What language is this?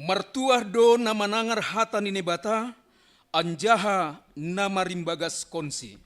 Batak Simalungun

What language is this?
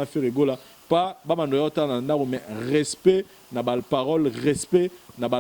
Lingala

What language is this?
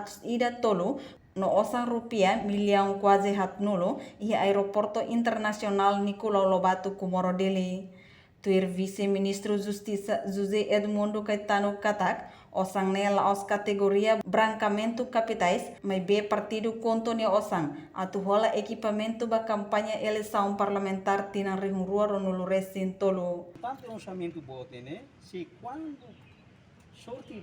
Tetum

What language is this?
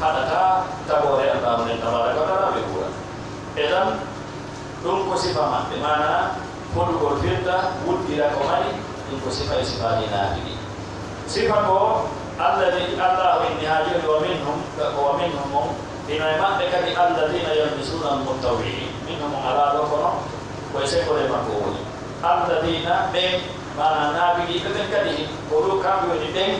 Fula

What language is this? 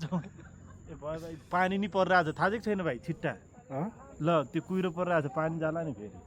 Nepali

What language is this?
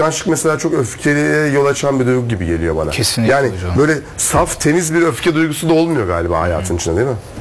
Turkish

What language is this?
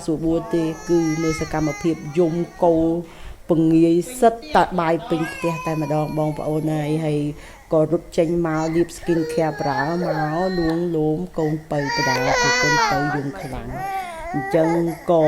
Khmer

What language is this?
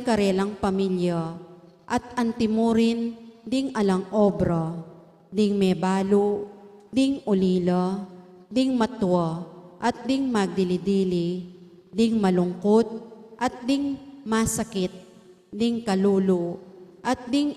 Pampanga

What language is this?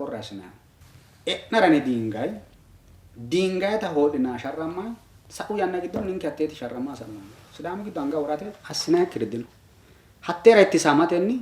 Sidamo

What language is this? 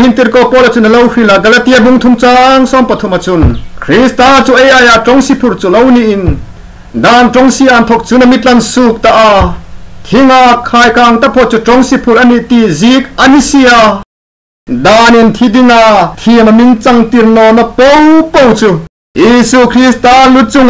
Hmar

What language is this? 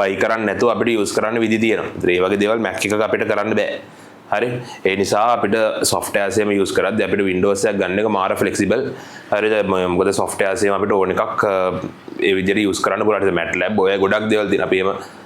Sinhala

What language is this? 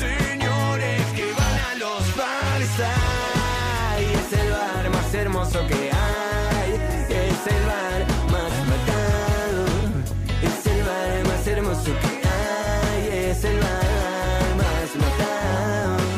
Spanish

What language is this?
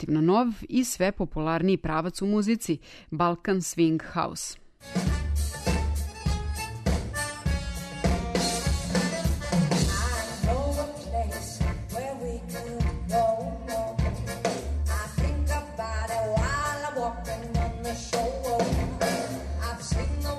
Serbian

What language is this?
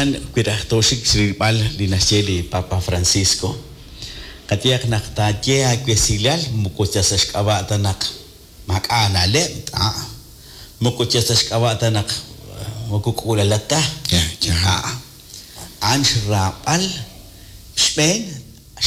Kekchí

